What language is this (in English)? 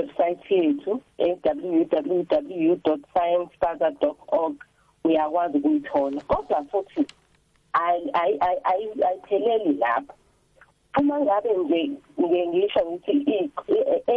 South Ndebele